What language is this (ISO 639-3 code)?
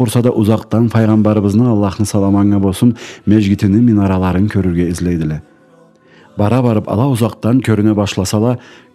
krc